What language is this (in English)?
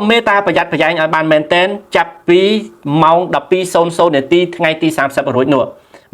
Khmer